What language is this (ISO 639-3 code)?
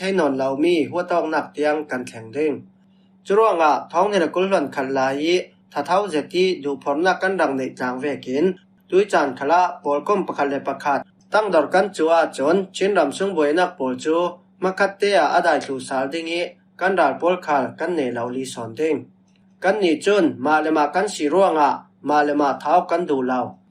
cfm